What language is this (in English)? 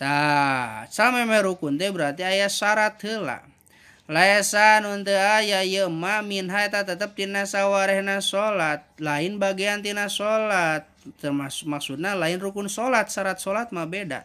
Sundanese